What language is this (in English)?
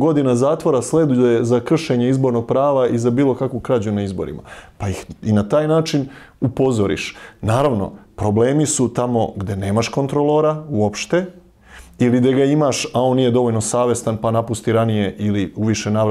Serbian